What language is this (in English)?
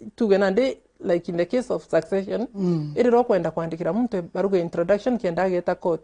Meru